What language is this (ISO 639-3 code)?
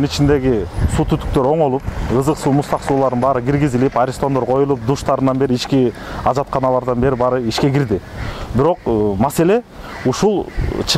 kir